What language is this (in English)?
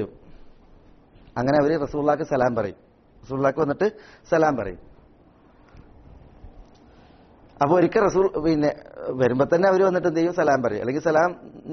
Malayalam